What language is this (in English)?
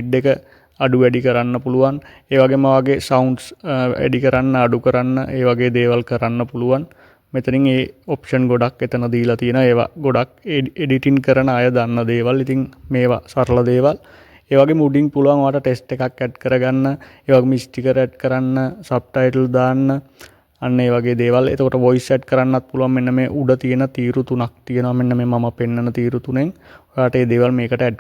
Sinhala